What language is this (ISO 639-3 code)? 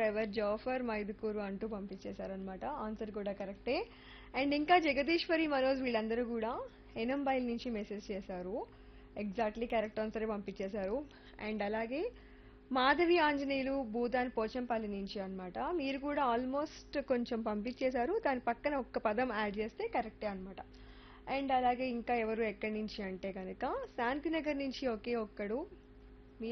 tel